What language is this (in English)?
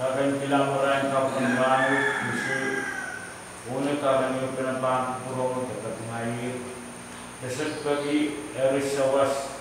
Pohnpeian